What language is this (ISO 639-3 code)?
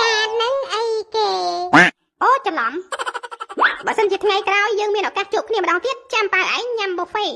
khm